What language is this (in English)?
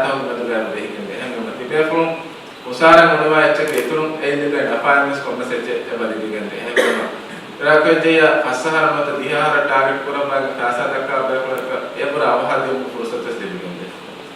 Divehi